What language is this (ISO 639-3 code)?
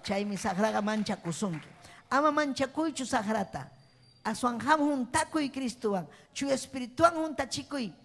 quy